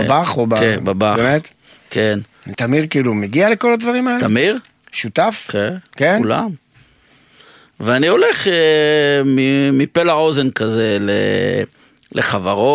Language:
Hebrew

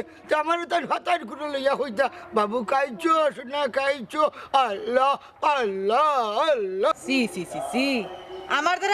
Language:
Sylheti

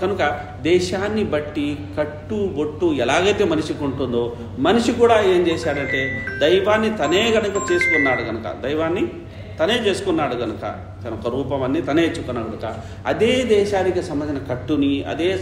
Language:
Telugu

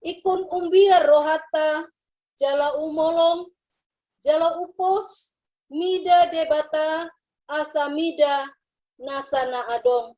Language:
Batak Toba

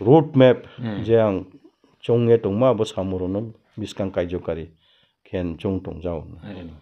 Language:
Riang (India)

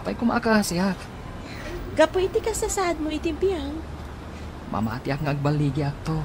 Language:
Iloko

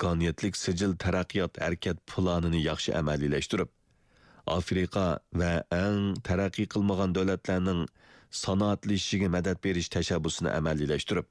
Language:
Uyghur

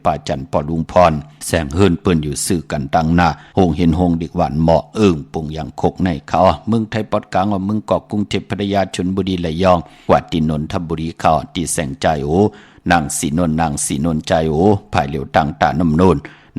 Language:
Shan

